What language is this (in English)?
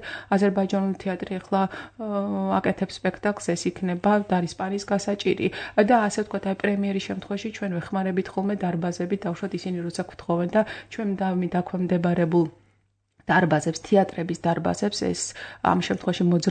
Georgian